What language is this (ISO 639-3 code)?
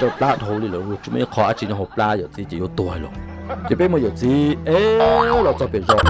hmn